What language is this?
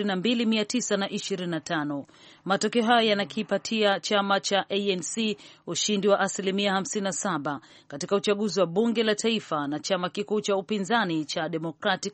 Swahili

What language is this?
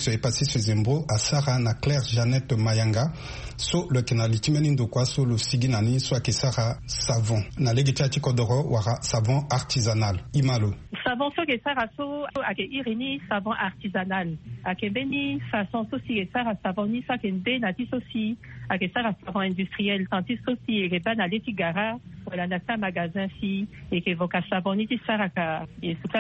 Sango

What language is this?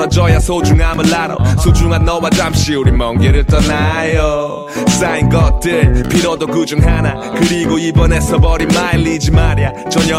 Korean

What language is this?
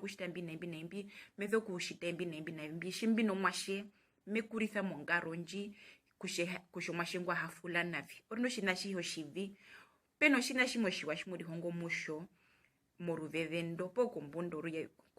Herero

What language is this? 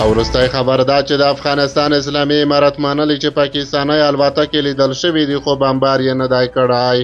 Pashto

